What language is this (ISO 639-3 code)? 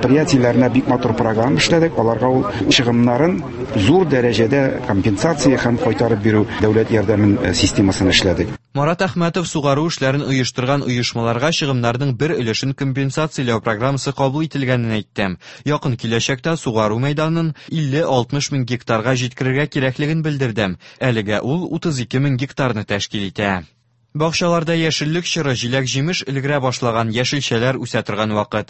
tat